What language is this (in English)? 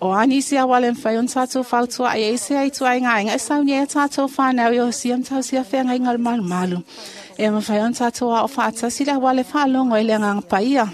Samoan